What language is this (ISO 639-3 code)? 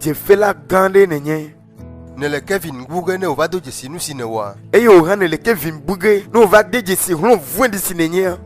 ewe